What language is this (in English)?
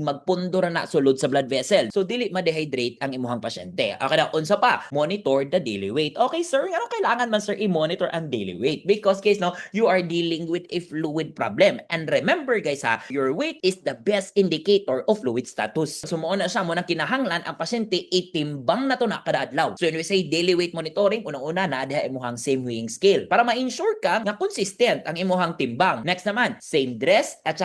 Cebuano